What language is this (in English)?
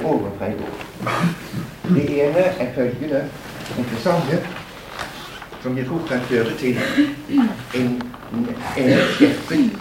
Norwegian